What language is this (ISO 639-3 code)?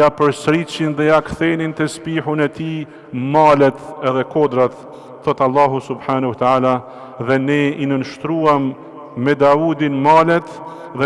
sqi